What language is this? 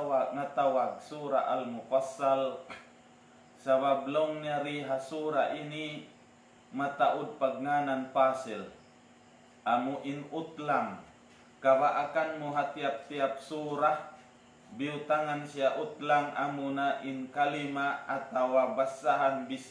Tausug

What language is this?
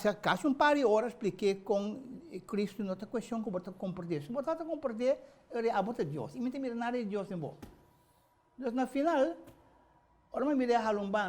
Papiamento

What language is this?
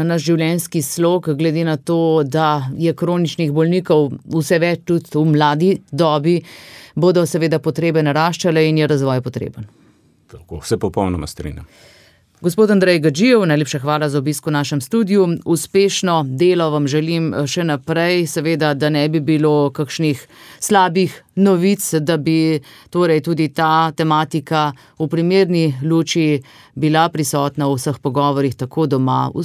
Slovenian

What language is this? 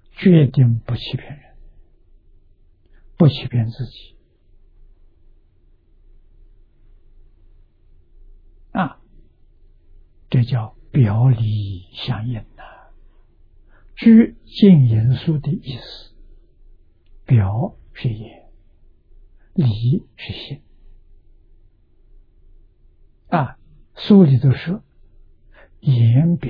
Chinese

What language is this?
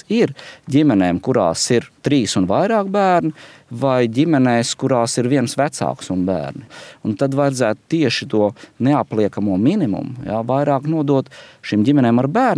Latvian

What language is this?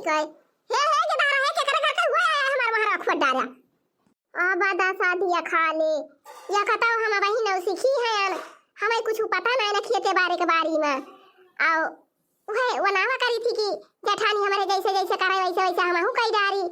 Awadhi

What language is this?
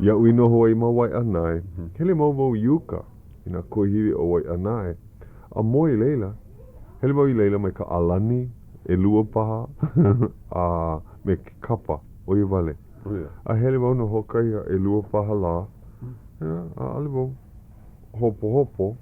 Hawaiian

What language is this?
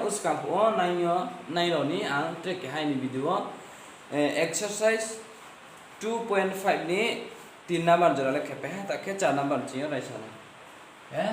Riang (India)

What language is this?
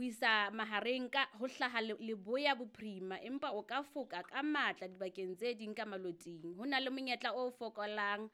Southern Sotho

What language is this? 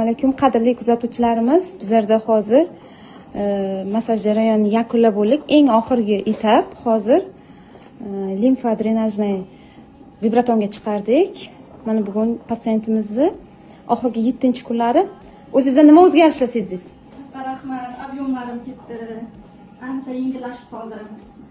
Uzbek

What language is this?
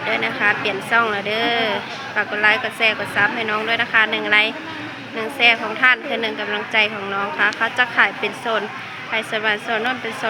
Northeastern Thai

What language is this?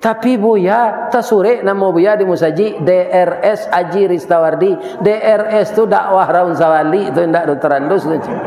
Minangkabau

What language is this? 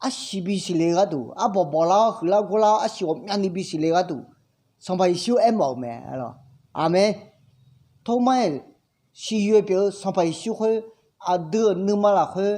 Akha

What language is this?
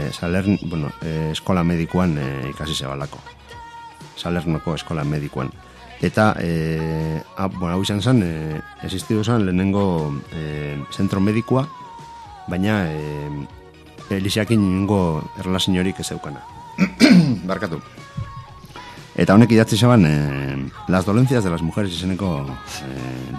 Basque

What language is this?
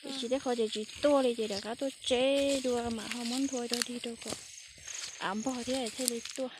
Hmong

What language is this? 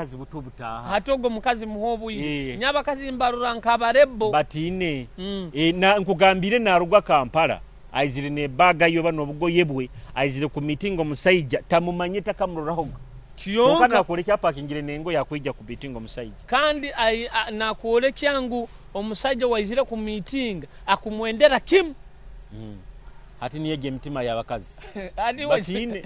Nyoro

